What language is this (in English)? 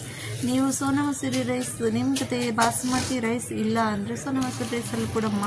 Kannada